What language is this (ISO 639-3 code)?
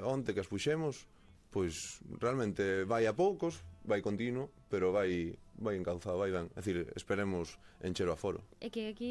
glg